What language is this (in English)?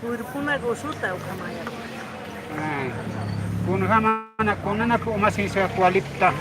Aymara